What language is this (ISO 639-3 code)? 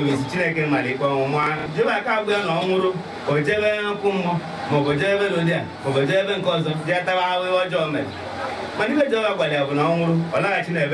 ibo